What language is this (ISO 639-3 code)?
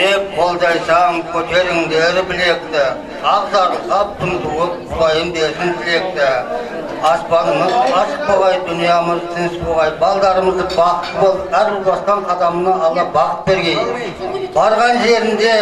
kaz